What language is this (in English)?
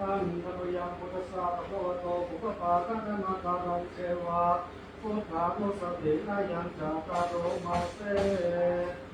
Pali